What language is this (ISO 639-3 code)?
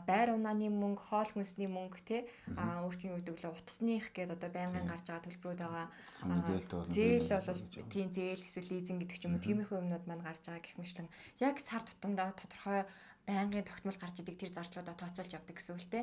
mon